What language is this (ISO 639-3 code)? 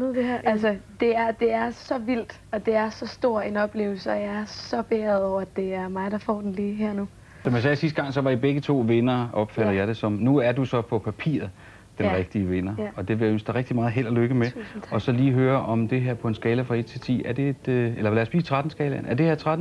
dan